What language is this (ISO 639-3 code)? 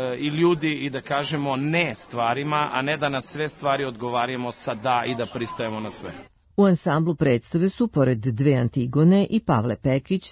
srp